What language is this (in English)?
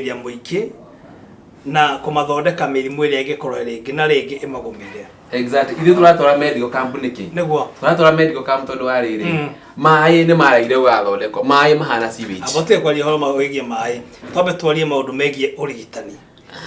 Kikuyu